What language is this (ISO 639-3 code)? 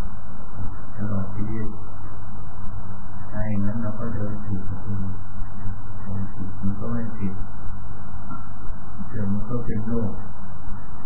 tha